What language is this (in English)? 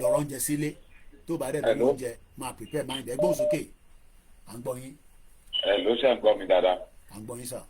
Yoruba